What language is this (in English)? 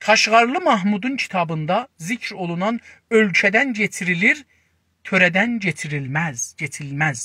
South Azerbaijani